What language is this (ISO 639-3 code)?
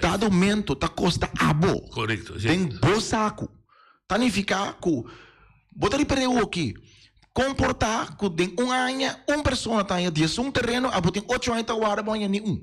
pap